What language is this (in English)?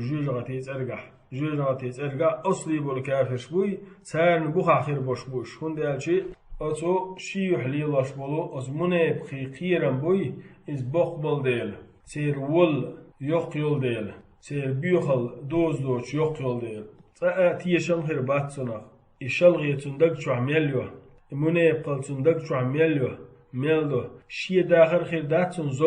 Chechen